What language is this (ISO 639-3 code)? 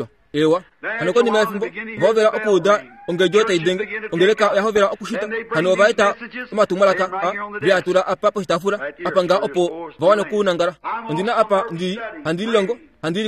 kua